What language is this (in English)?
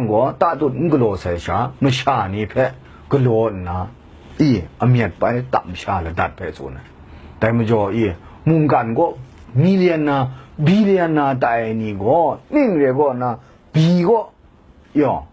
Kachin